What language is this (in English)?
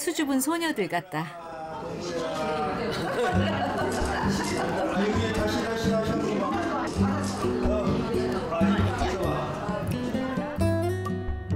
Korean